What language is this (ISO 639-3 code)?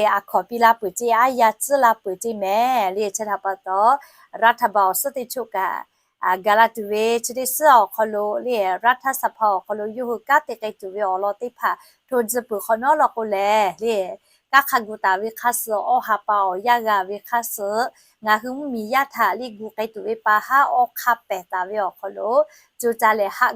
lhu